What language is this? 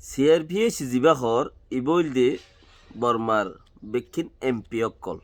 Rohingya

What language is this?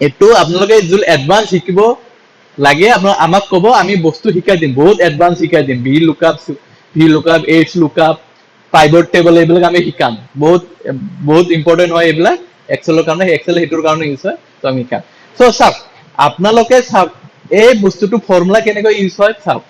Assamese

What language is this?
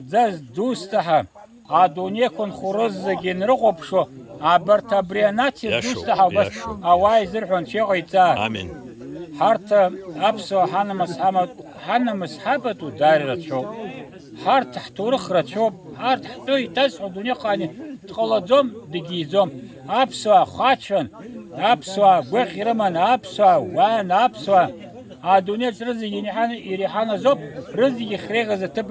Abkhazian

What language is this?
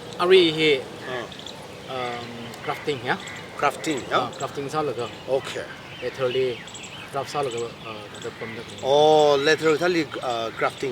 Tangkhul Naga (India)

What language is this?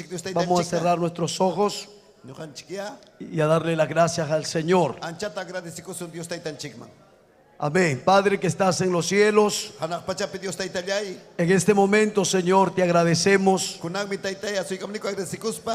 Ayacucho Quechua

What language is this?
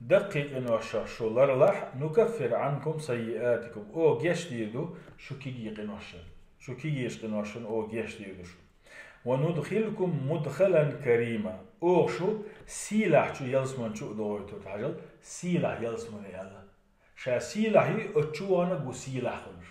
Chechen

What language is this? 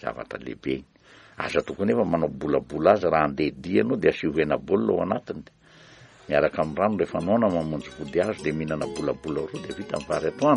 Malagasy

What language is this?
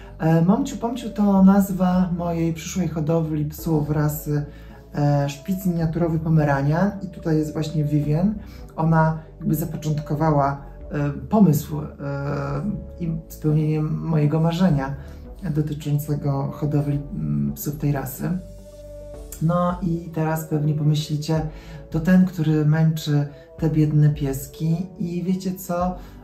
Polish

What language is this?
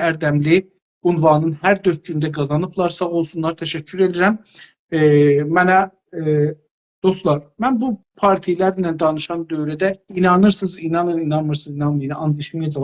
South Azerbaijani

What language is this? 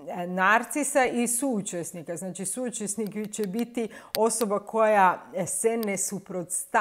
Croatian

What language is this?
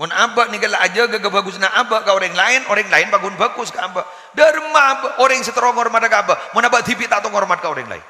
Madurese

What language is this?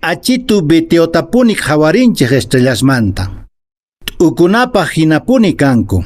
Quechua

